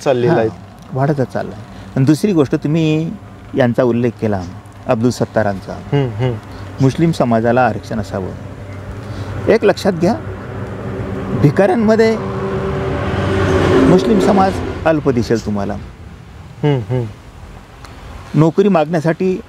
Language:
Marathi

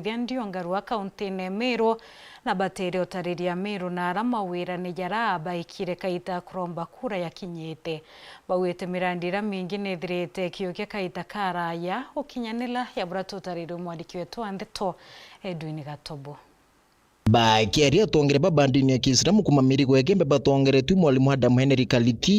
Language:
Meru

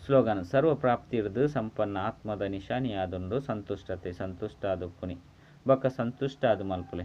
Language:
Tulu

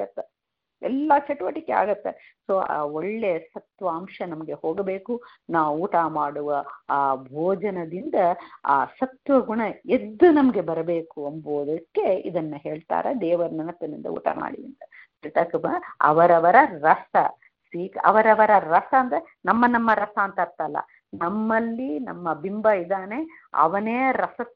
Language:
Kannada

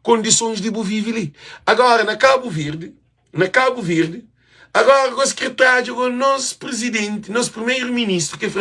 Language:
Kabuverdianu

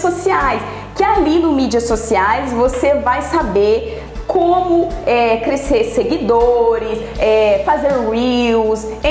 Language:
Portuguese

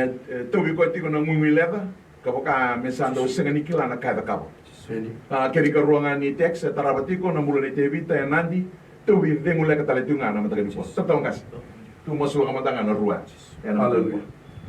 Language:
Fijian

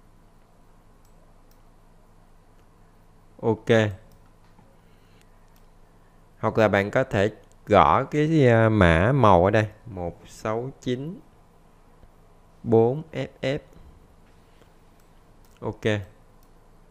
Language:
Vietnamese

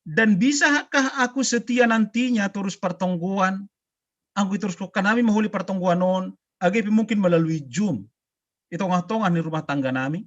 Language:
Batak Simalungun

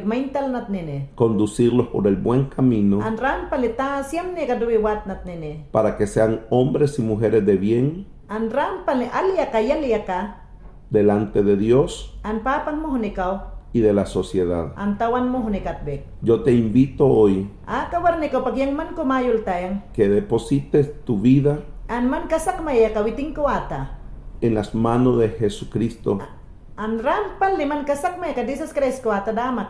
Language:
Mayangna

